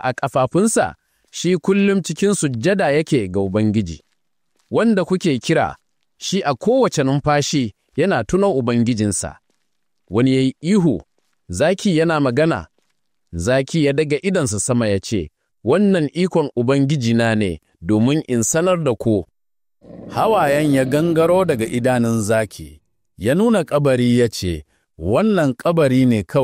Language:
Hausa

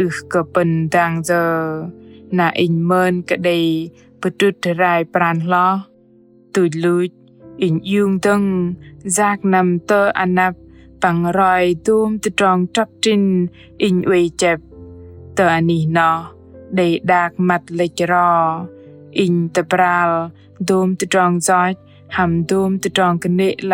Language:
Bahnar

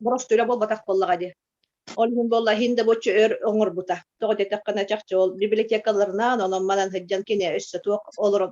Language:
Yakut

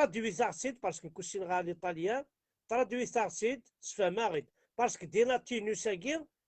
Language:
Kabyle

